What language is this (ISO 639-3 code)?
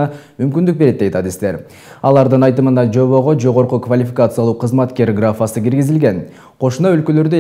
kir